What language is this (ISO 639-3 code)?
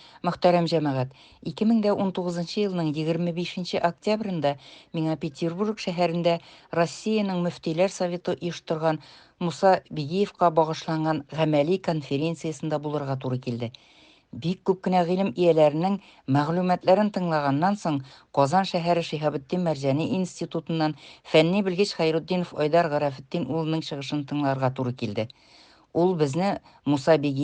tat